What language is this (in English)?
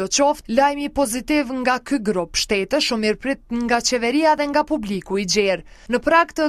Albanian